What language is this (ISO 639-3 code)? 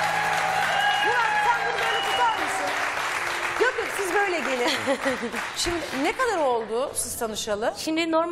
tur